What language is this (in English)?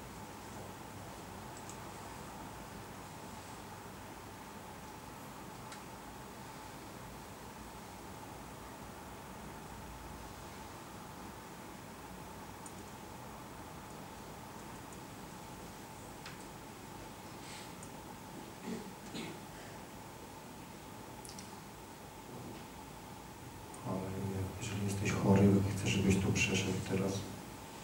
Polish